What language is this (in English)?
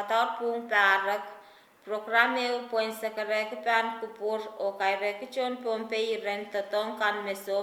Pohnpeian